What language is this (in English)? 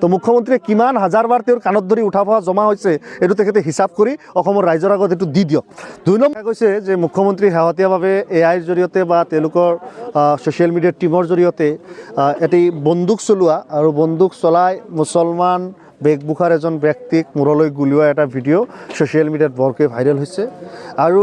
Assamese